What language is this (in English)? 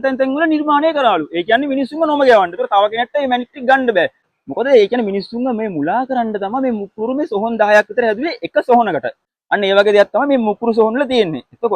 Sinhala